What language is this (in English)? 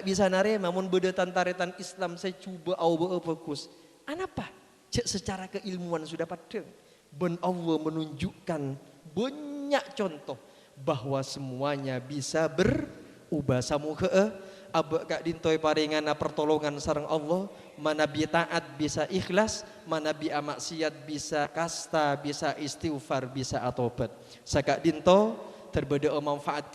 Madurese